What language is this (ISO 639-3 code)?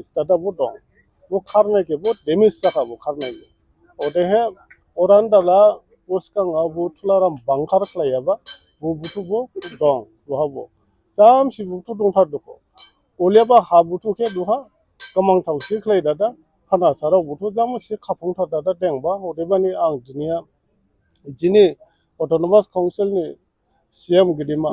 dis